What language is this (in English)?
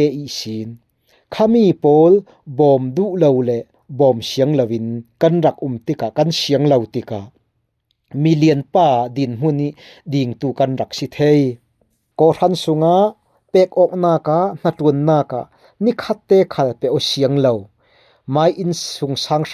Falam Chin